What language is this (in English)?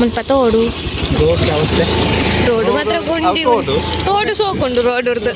Tulu